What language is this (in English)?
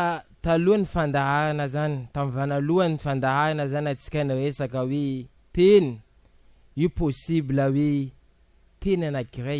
Malagasy